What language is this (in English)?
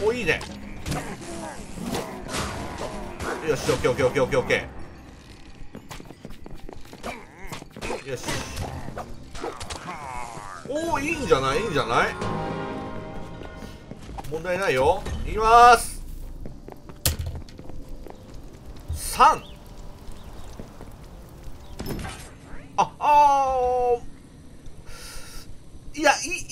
Japanese